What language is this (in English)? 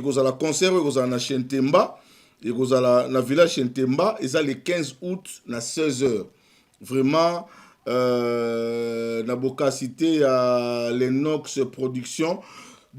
Lingala